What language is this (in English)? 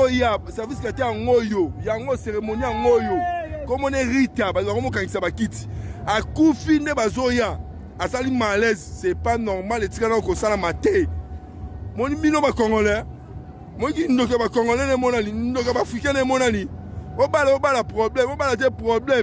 Lingala